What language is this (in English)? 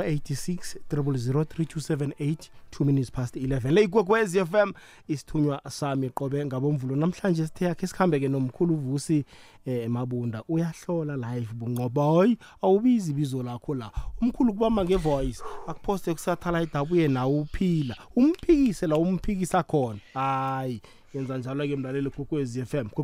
South Ndebele